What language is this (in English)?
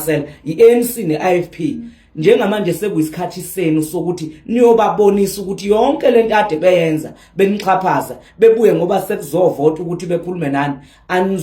Zulu